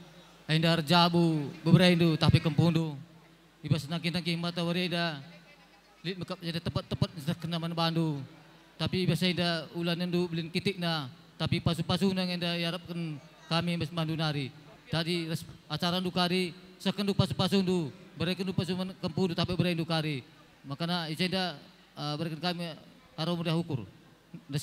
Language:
Batak Karo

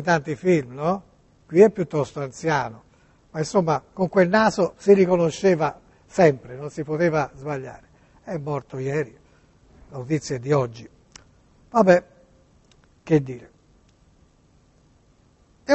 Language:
Italian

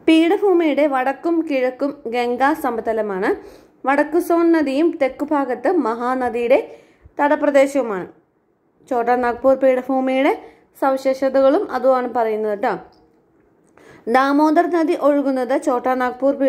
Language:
Malayalam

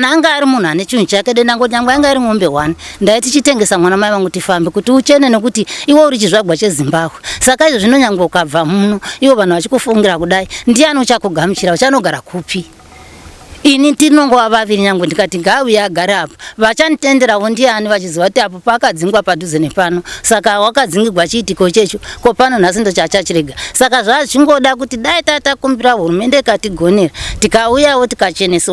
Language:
Shona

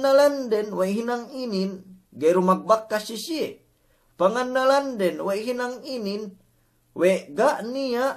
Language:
Yakan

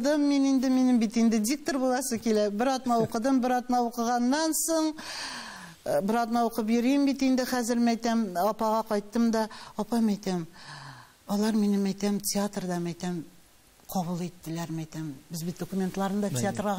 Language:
Tatar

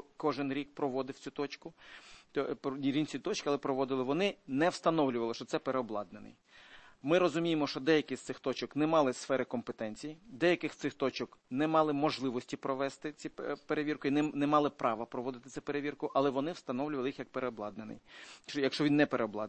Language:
Ukrainian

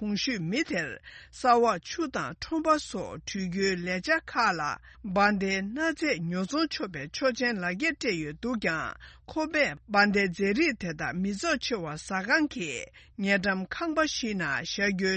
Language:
Tibetan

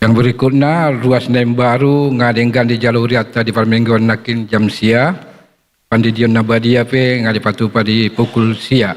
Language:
Batak Toba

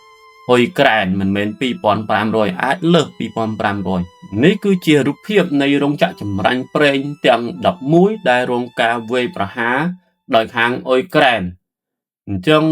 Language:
Khmer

